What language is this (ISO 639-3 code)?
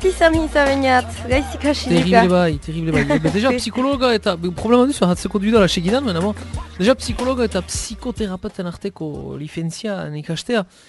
eus